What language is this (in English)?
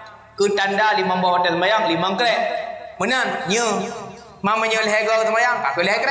Achinese